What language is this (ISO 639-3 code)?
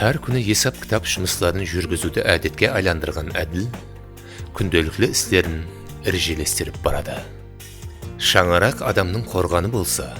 kaa